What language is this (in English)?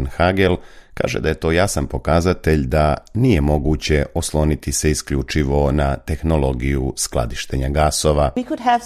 Serbian